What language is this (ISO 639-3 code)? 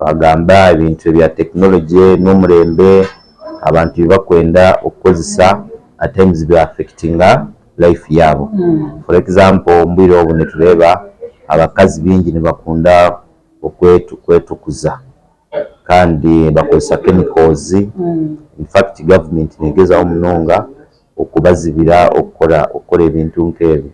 nyn